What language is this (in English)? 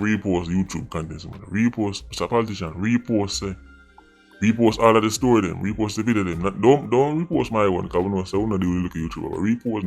Jamaican Creole English